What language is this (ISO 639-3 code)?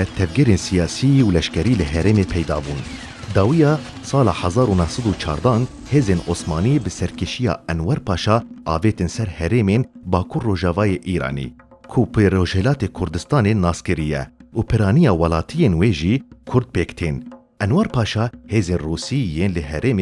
kur